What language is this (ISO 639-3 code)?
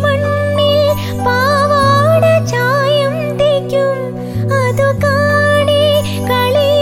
mal